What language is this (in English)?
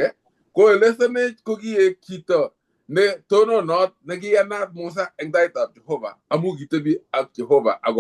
Kalenjin